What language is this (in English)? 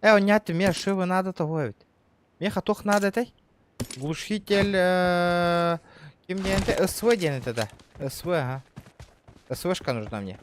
Yakut